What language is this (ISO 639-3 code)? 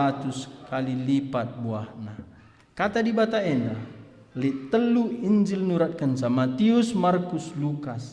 btx